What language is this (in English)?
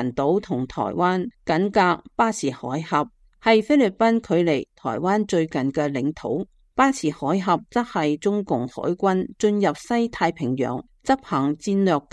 Cantonese